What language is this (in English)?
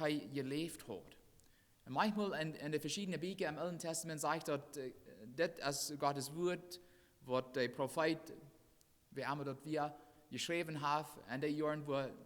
Plautdietsch